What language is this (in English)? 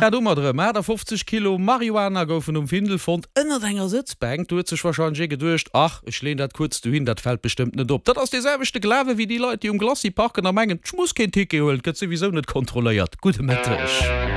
Luxembourgish